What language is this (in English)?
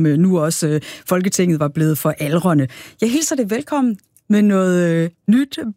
Danish